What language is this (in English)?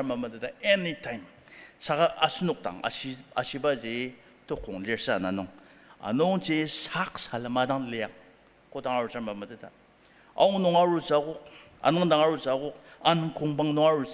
Ao Naga